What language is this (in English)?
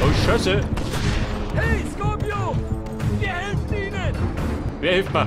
Bavarian